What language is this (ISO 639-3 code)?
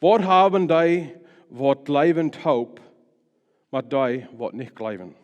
pdt